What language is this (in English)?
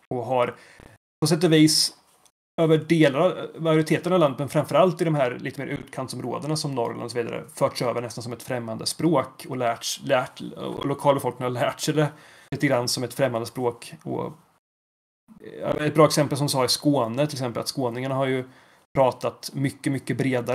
Swedish